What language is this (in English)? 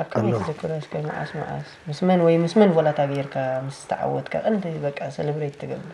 Tigrinya